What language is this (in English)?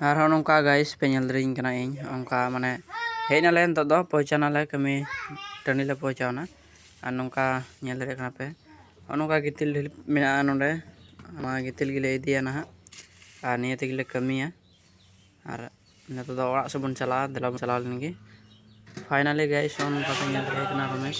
Santali